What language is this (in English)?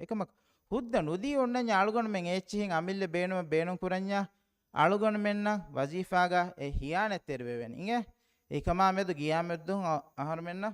Divehi